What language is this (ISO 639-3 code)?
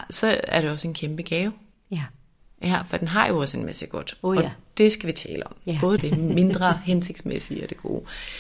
dan